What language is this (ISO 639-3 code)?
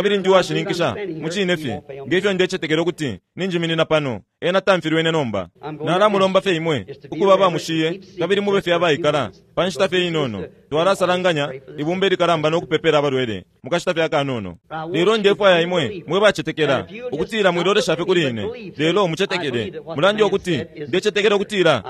bem